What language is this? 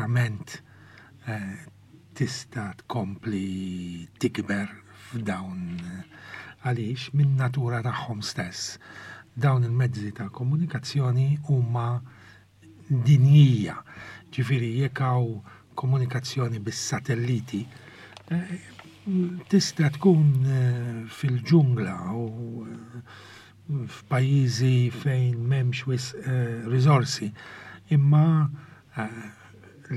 Maltese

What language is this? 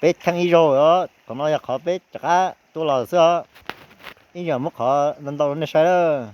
Hmong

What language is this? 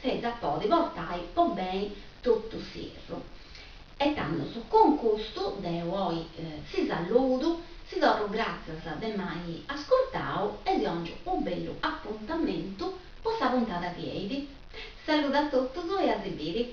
Sardinian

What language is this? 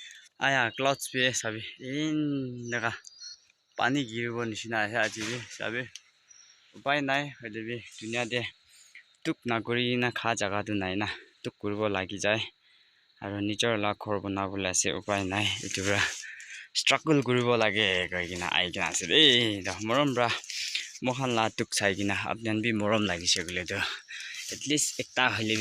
Naga Pidgin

